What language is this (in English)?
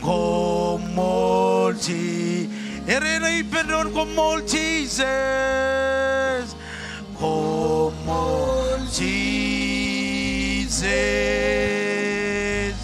Marshallese